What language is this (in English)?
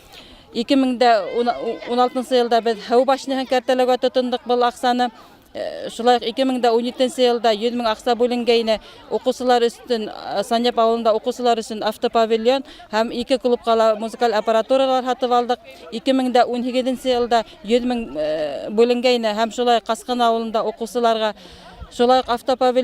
Bashkir